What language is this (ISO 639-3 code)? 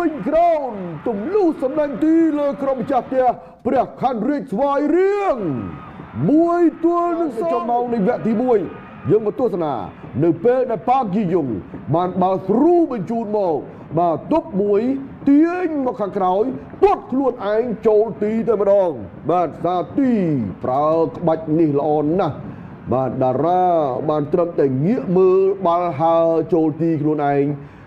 khm